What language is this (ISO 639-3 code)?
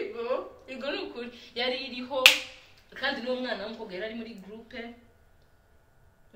kin